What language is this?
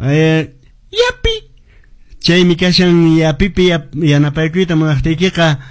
Quechua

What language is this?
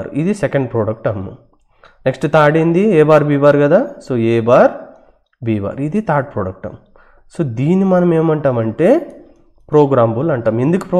Telugu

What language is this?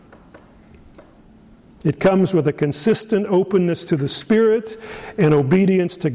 English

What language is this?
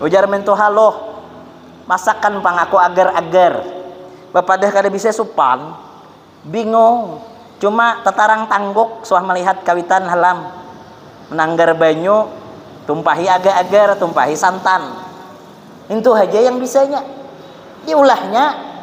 Banjar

